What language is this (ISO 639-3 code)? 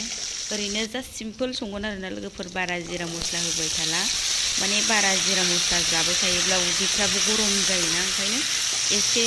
brx